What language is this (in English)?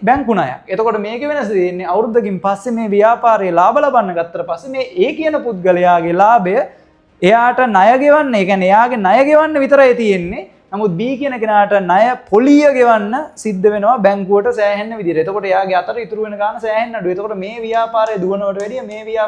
Sinhala